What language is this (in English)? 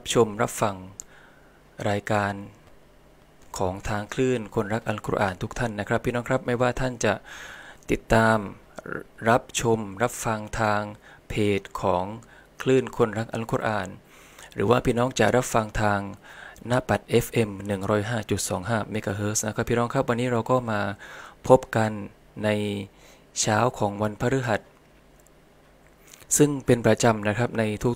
Thai